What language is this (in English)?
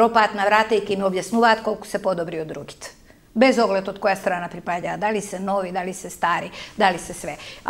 Macedonian